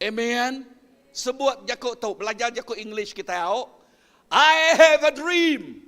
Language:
Iban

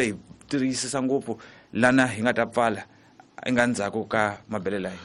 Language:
Tsonga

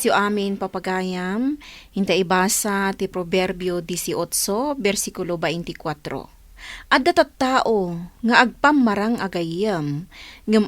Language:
Iloko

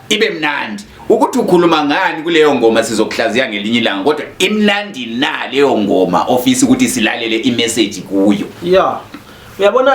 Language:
Zulu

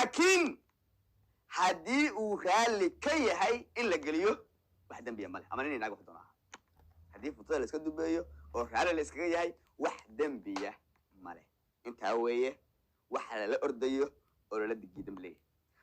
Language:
Somali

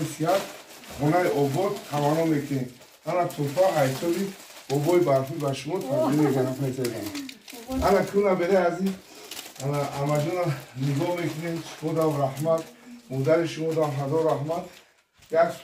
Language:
Tajik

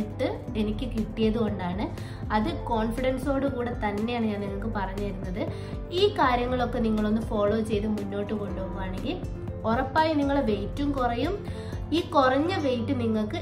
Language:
Malayalam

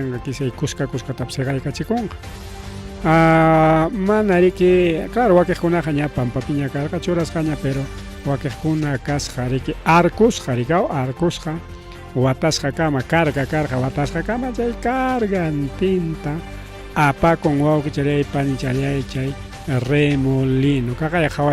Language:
Ayacucho Quechua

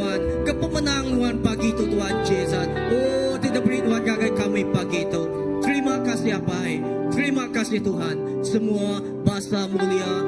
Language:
Iban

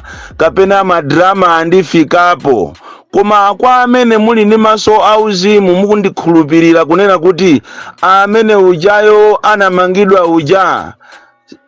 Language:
Nyanja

